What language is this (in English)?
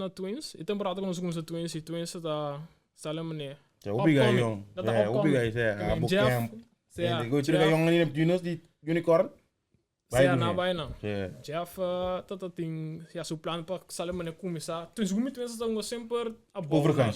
Papiamento